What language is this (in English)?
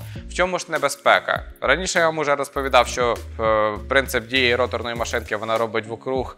Ukrainian